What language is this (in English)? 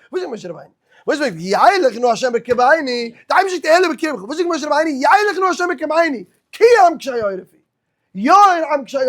Yiddish